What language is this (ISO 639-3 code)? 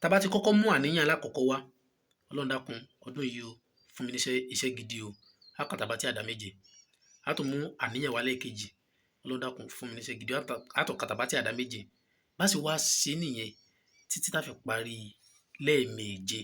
yor